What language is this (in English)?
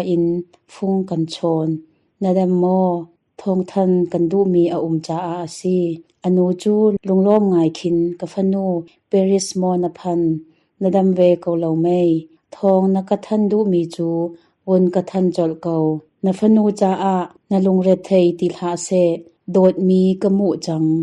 Hakha Chin